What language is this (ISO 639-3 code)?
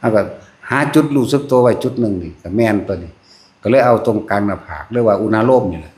tts